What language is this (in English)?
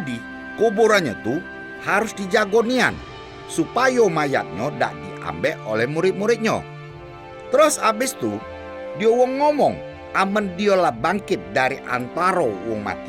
Musi